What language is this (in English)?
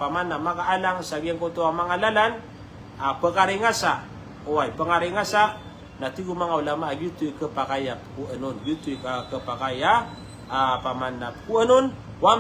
Maranao